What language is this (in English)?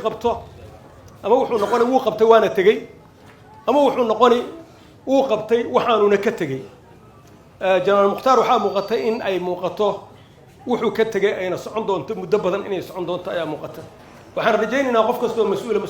Somali